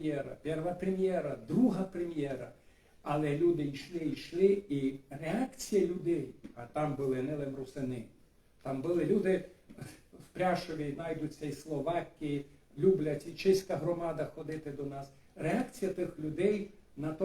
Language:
Rusyn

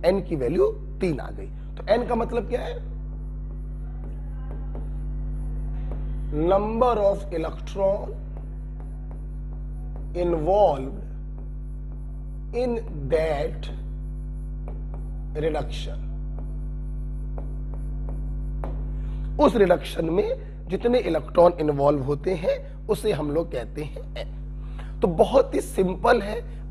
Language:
Hindi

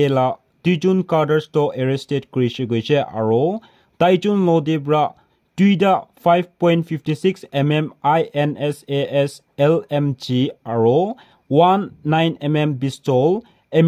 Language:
Naga Pidgin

